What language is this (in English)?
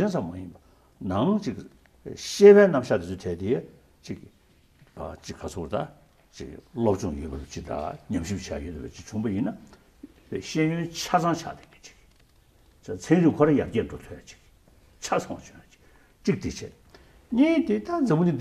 Tibetan